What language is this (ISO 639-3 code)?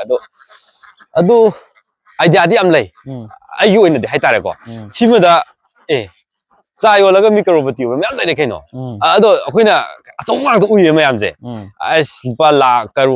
mni